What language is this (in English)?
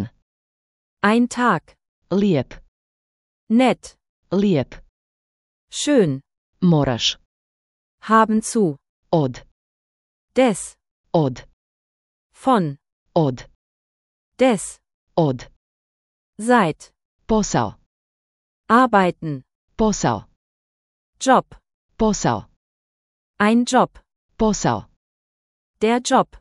Slovenian